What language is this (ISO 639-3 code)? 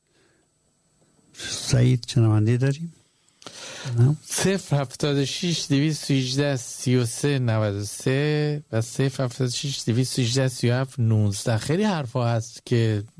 fas